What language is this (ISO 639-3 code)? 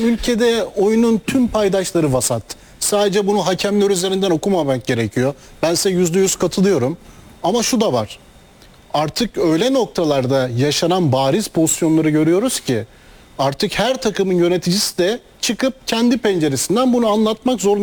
tur